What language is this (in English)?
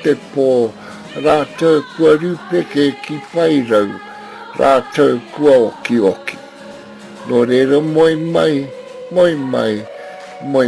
Māori